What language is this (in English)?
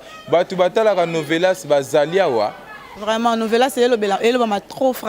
Lingala